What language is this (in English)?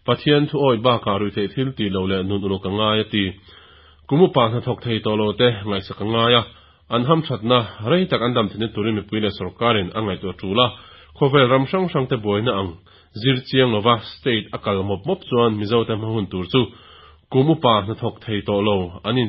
Mizo